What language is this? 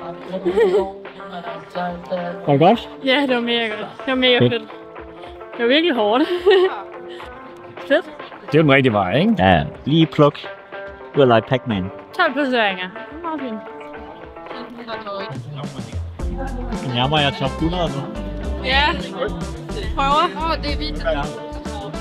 Danish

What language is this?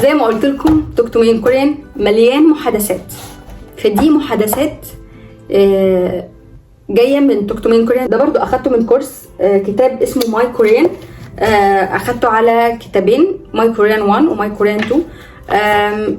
Egyptian Arabic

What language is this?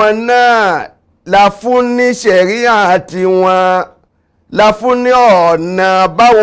Yoruba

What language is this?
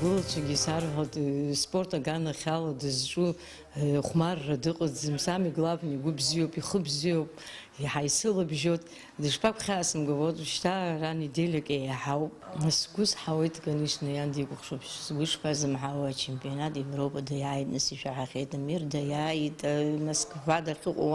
Abkhazian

